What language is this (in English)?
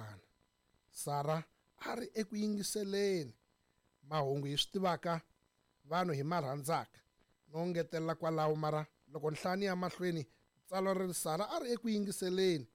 Tsonga